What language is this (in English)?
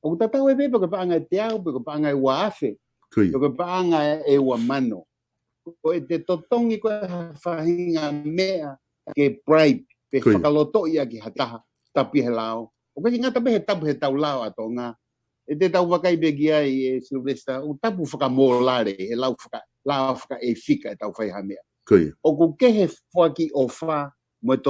Tongan